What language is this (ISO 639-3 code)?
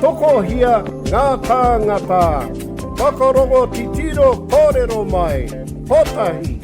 mri